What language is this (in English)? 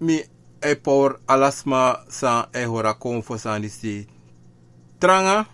Sranan Tongo